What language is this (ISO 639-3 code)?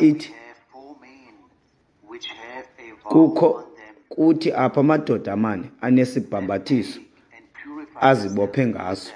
xho